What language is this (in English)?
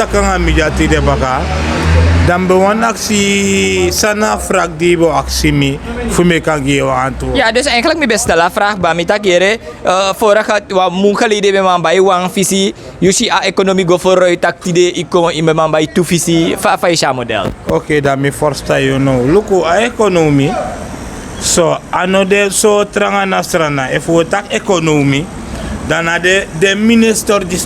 Sranan Tongo